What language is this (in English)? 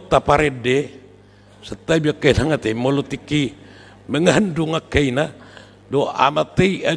Batak Toba